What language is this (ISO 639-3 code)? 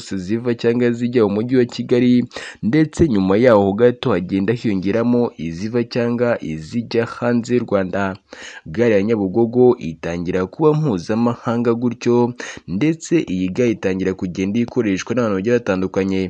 kin